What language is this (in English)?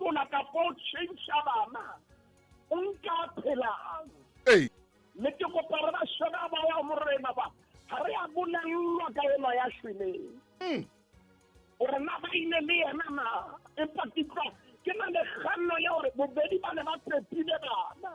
Southern Sotho